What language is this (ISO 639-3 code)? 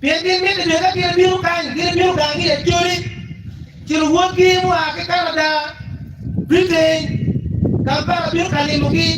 ach